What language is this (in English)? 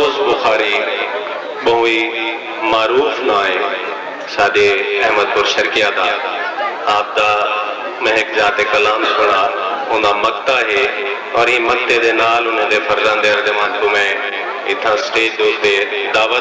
Saraiki